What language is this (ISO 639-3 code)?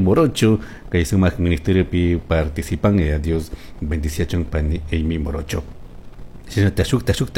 qug